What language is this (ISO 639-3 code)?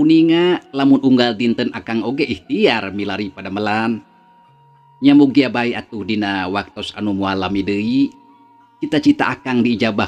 sun